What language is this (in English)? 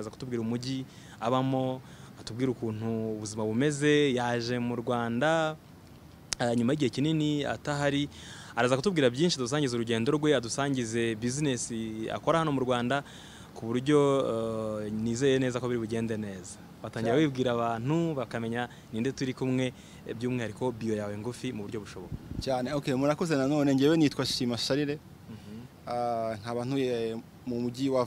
Kinyarwanda